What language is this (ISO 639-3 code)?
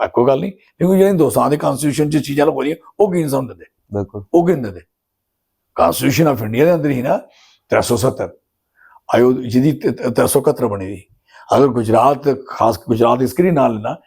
doi